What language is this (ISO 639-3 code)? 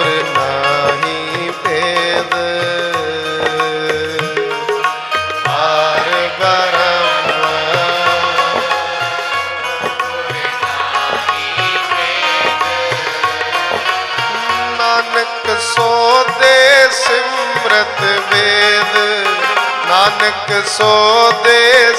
pan